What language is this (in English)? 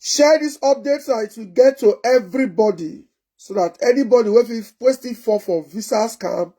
Nigerian Pidgin